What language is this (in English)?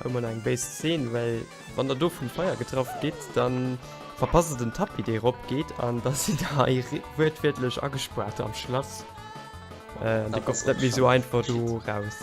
Luxembourgish